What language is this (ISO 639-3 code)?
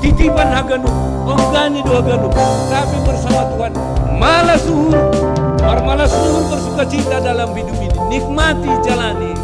bts